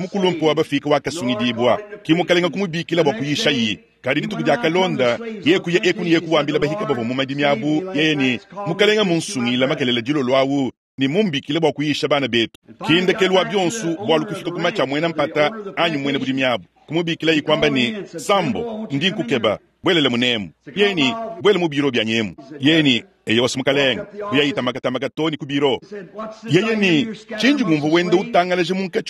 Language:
Luba-Lulua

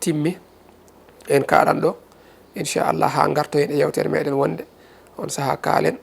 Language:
Fula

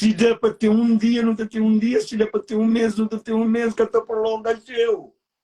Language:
Kabuverdianu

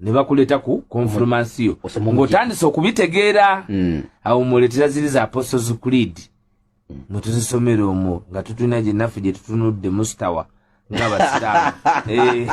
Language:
Ganda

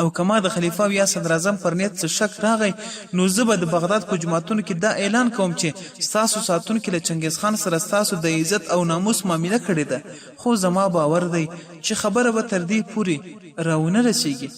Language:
Pashto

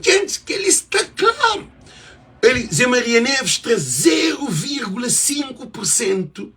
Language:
Kabuverdianu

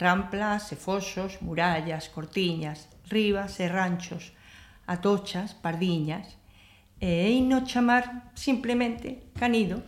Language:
Galician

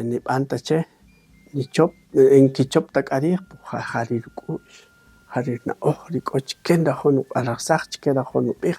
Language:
Kaqchikel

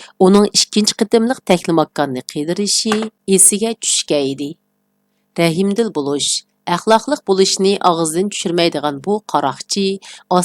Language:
Uyghur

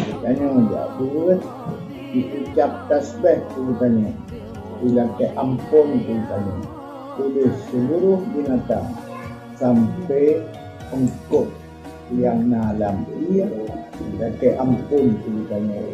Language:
Achinese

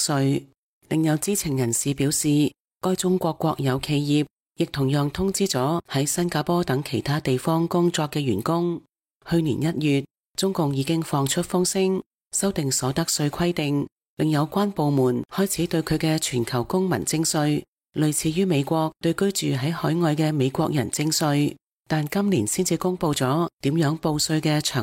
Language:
Cantonese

